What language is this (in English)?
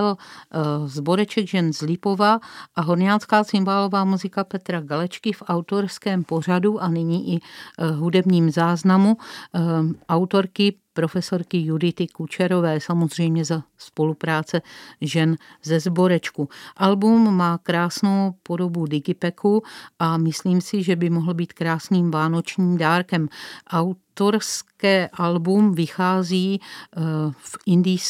Czech